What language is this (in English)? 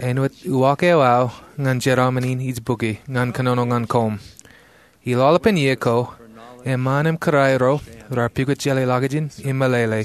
Marshallese